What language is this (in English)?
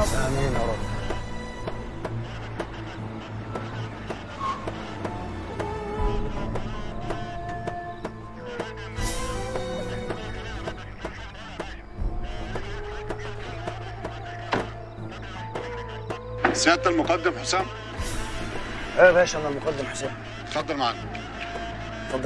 Egyptian Arabic